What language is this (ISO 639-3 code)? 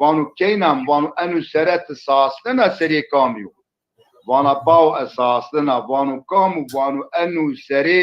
zza